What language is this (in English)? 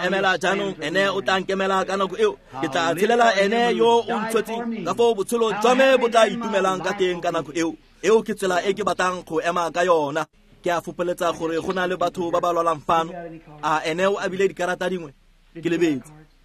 Tswana